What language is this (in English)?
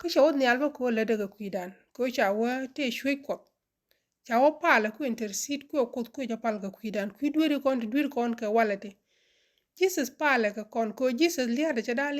Nuer